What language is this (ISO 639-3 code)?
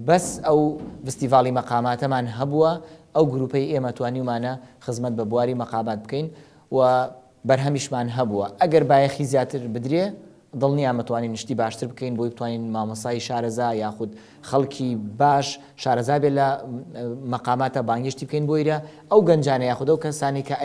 ckb